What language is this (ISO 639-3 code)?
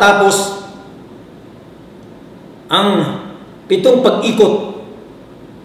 fil